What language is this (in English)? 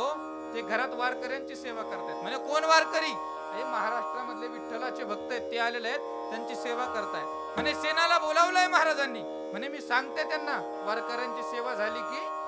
Marathi